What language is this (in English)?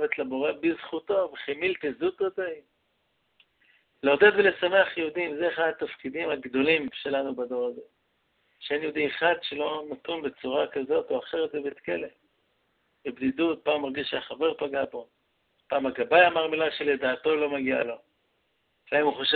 Hebrew